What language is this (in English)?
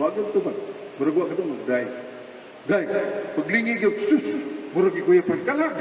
Cebuano